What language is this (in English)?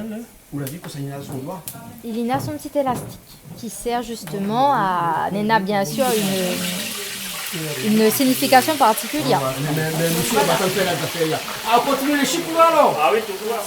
Réunion Creole French